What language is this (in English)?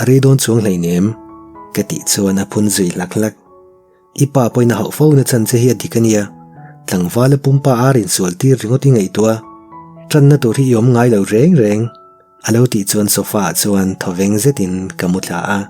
Mizo